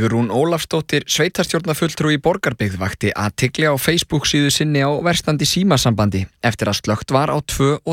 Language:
Icelandic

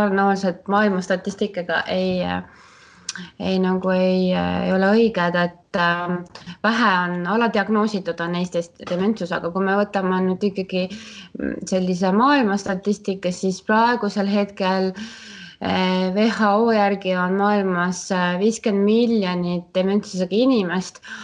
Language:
Estonian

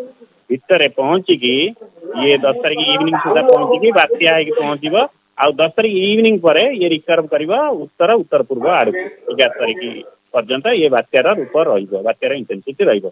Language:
Odia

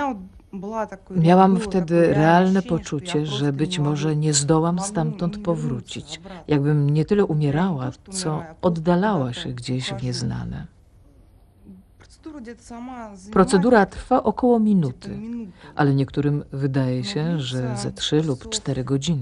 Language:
Polish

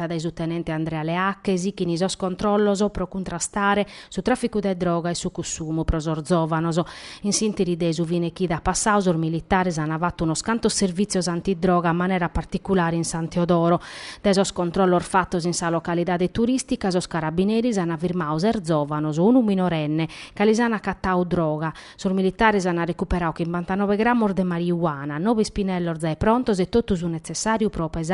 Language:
Sardinian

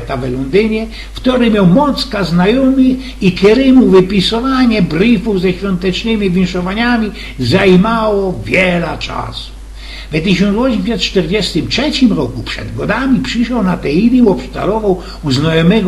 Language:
Silesian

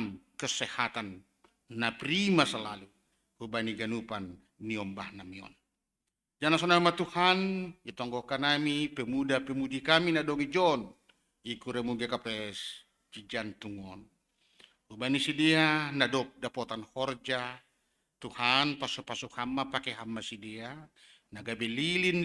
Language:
Batak Simalungun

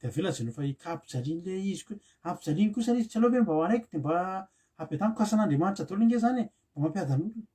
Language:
Malagasy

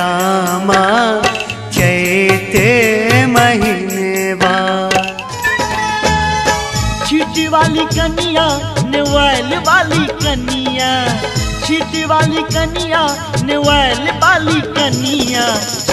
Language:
Maithili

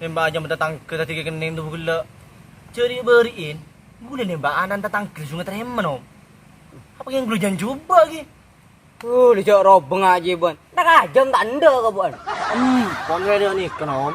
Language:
Madurese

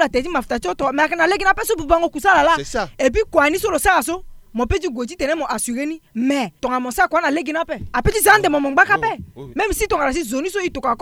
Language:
Sango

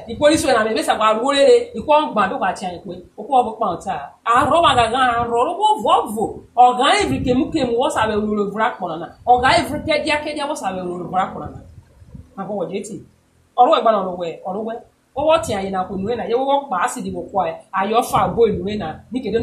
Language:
Urhobo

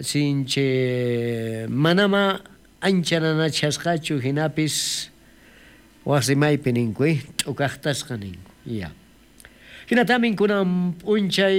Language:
South Bolivian Quechua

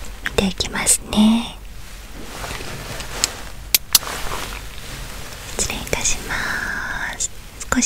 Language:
Japanese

